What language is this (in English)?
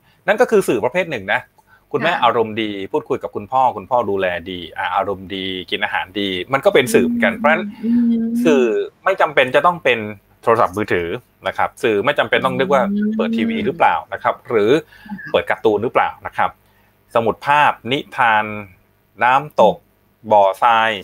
Thai